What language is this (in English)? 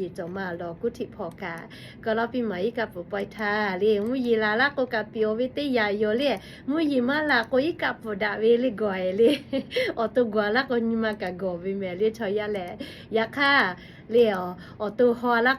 Lahu